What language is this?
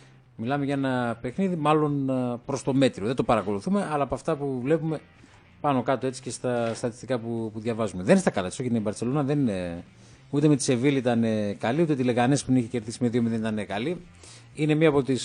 Greek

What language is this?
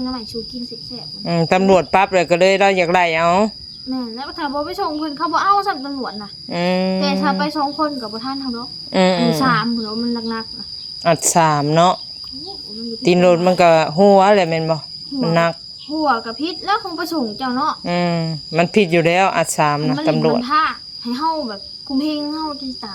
Northeastern Thai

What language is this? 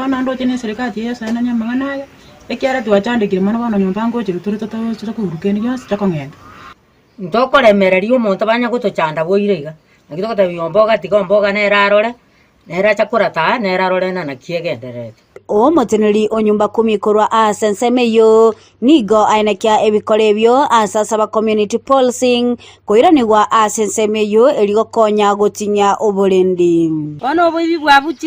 Gusii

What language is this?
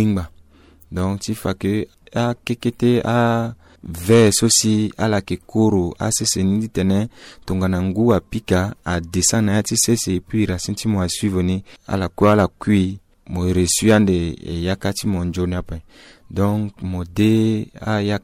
Sango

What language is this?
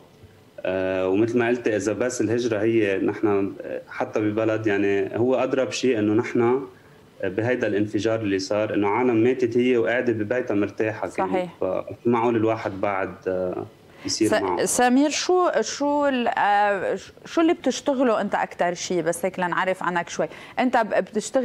North Levantine Arabic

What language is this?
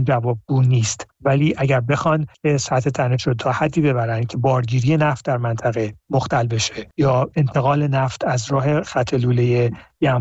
Persian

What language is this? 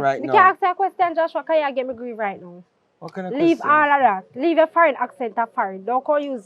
Jamaican Creole English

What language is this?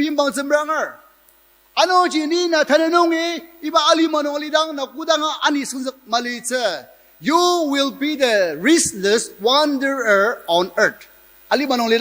Ao Naga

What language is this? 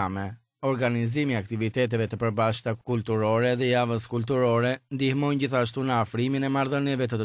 Albanian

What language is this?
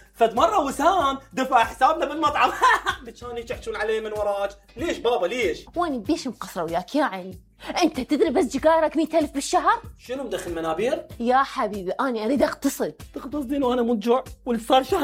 Mesopotamian Arabic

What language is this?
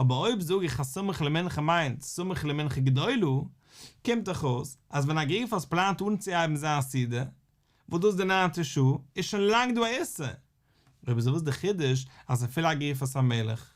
Yiddish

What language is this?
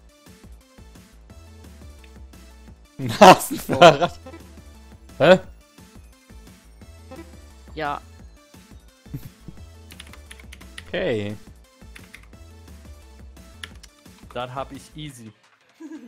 German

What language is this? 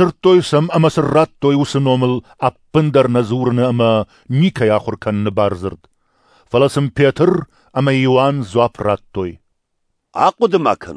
Ossetic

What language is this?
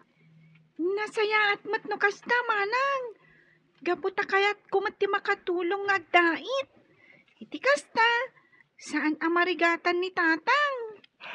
Iloko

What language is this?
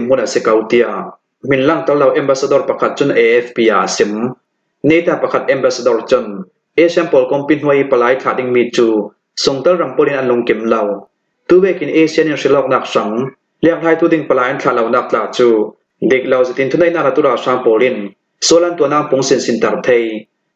Falam Chin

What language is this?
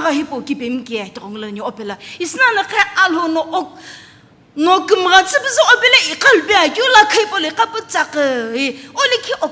Sumi Naga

